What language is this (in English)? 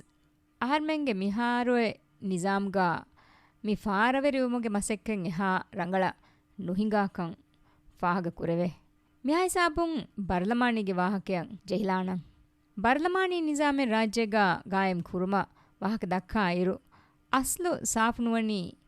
Divehi